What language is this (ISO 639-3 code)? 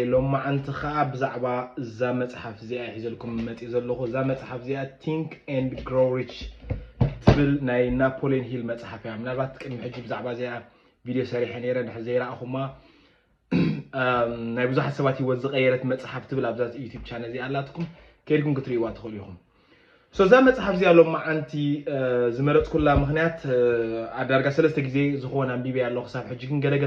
tir